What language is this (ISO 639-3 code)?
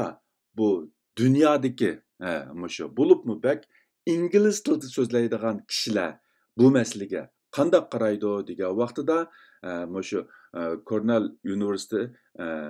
uig